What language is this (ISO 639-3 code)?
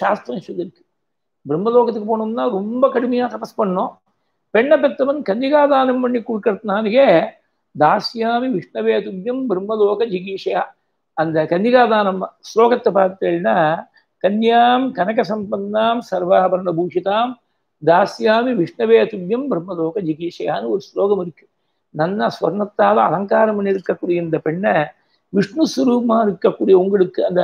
tam